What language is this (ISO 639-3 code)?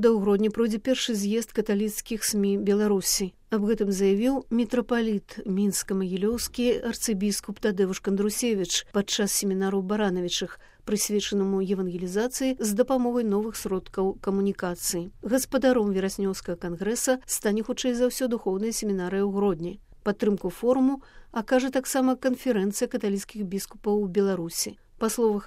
bel